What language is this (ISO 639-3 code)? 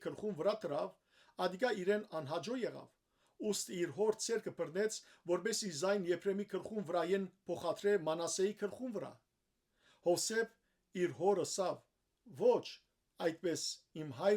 hyw